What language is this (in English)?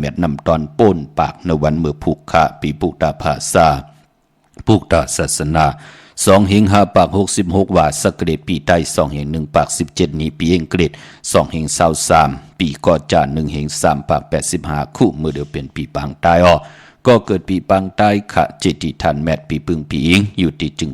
Shan